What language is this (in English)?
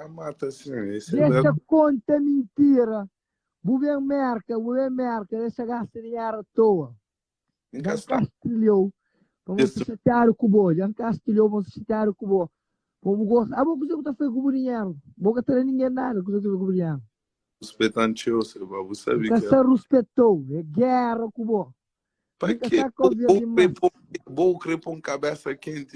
Kabuverdianu